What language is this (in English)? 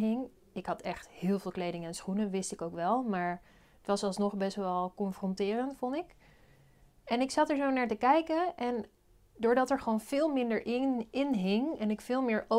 Dutch